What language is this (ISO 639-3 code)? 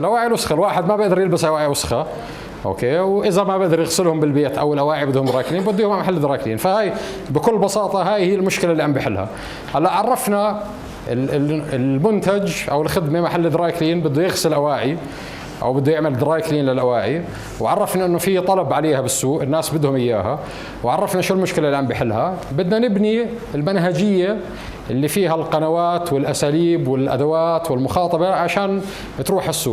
apc